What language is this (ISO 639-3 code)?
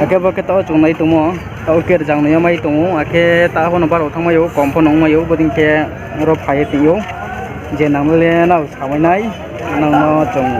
ria